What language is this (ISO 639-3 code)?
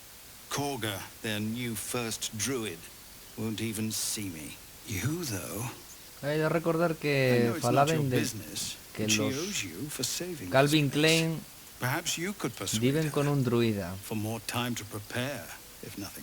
ast